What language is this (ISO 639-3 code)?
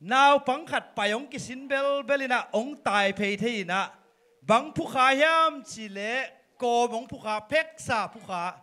ctd